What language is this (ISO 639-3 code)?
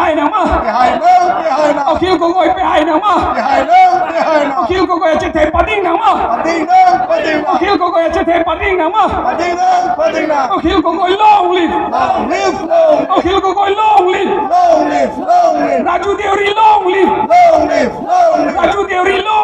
mjw